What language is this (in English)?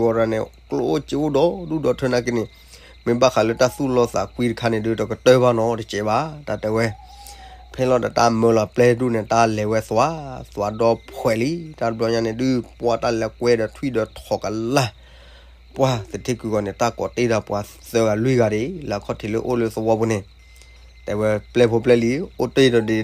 S'gaw Karen